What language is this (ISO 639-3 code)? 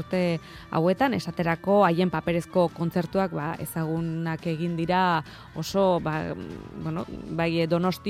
eus